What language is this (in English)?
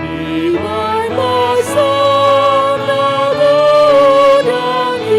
Batak Toba